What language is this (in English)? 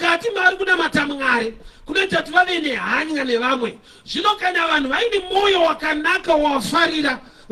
Shona